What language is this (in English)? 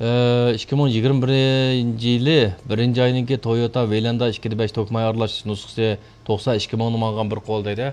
Uyghur